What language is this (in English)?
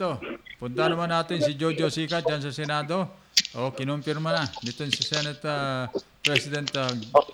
Filipino